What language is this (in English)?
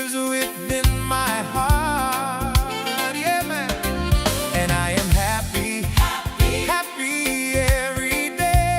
Papiamento